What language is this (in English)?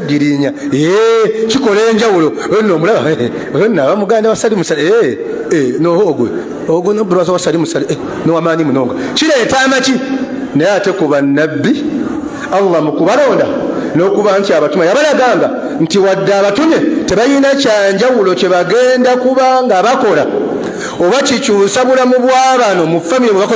Ganda